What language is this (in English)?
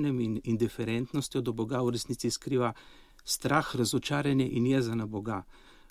Slovenian